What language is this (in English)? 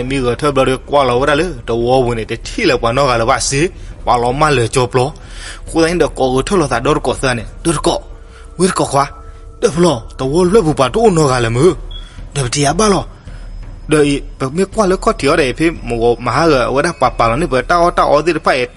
S'gaw Karen